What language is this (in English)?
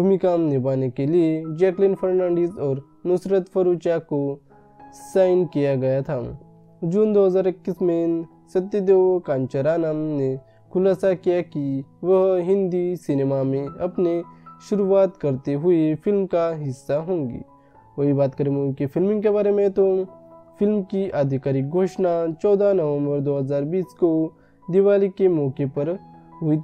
Hindi